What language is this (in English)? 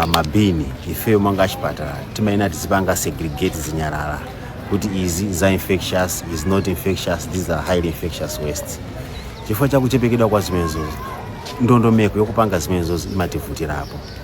Nyanja